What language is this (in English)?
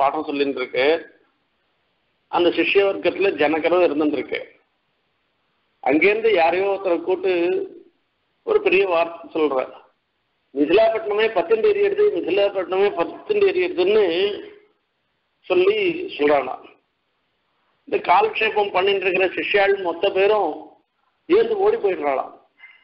Tamil